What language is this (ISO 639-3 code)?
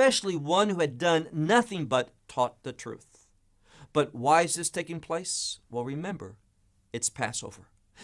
eng